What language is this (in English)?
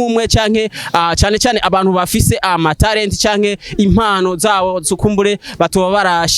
Rundi